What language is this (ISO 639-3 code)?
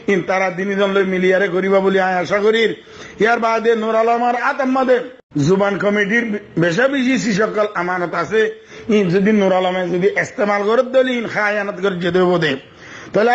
rhg